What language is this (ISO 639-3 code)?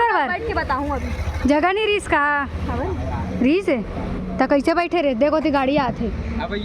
hne